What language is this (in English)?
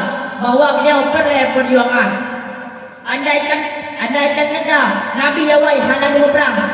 Achinese